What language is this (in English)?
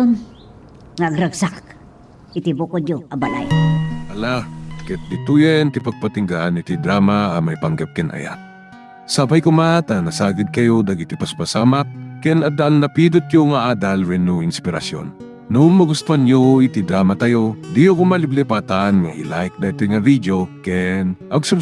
Iloko